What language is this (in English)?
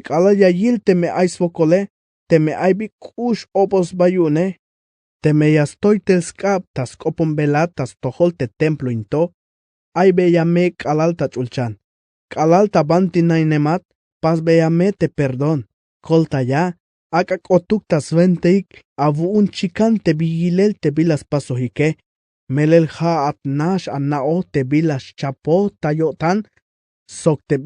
Tzeltal